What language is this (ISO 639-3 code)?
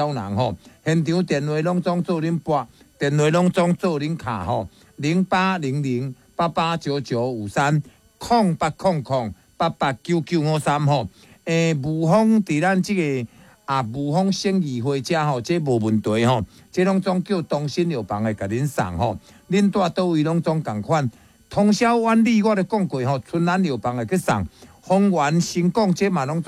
nan